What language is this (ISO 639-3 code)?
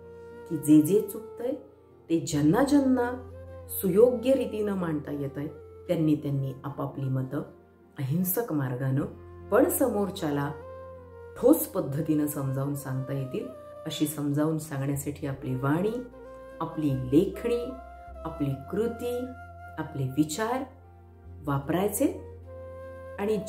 mar